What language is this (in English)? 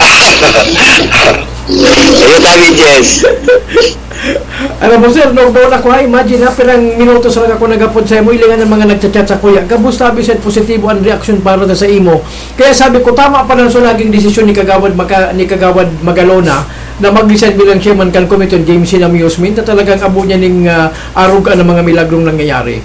Bikol